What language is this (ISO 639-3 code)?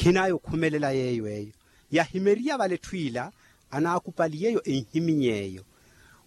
vmw